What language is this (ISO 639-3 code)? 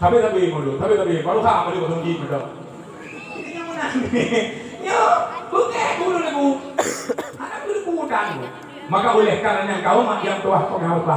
ace